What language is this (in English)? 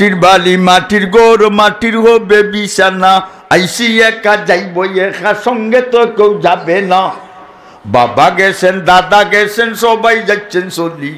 Sylheti